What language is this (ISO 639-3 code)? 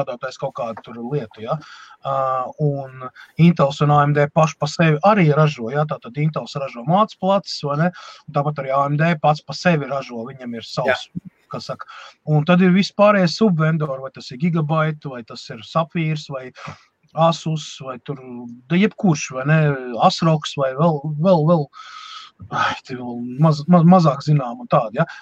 lav